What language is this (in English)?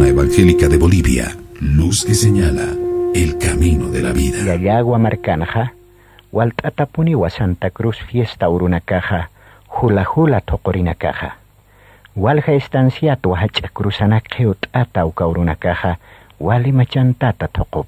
Aymara